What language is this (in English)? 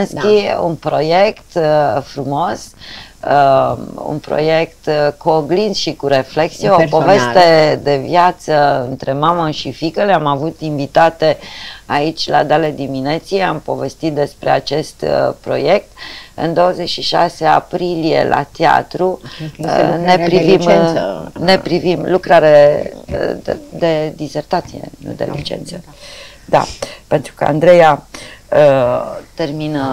Romanian